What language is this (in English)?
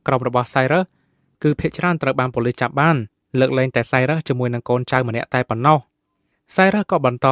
Khmer